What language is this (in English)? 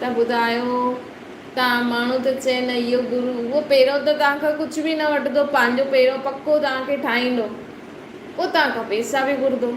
Sindhi